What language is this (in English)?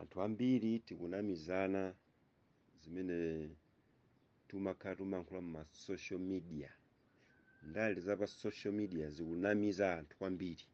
Nyanja